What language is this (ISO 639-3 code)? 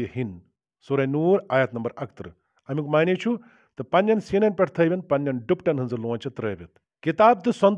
kas